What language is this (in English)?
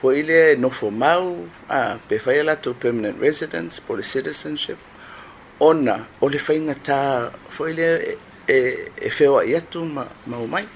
Samoan